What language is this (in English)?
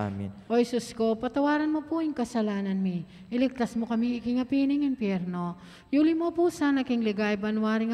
Pampanga